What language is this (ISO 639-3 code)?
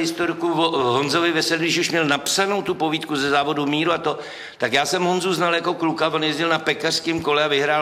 ces